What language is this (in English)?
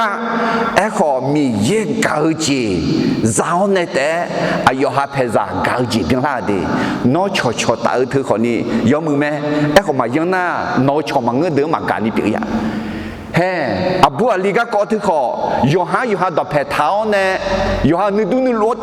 Akha